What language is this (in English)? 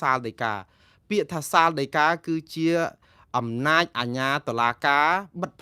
Khmer